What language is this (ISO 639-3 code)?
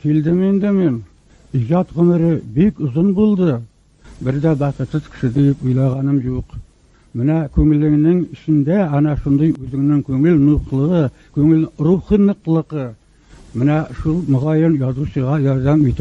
tat